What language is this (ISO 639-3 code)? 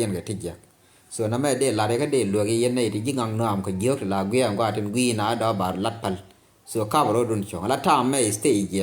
nus